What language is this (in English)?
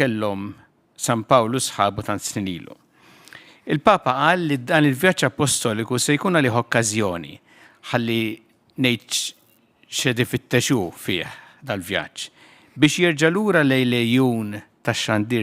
Maltese